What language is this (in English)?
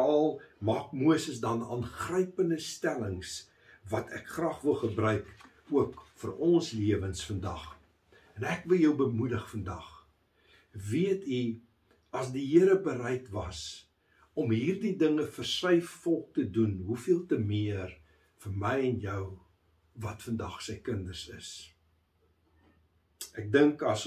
Afrikaans